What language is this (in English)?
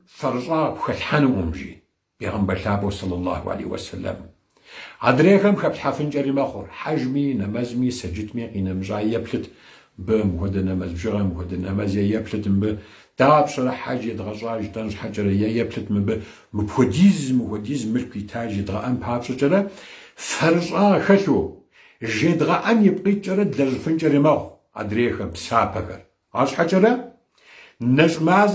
Kabardian